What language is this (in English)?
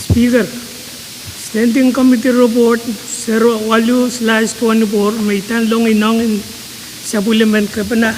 Pohnpeian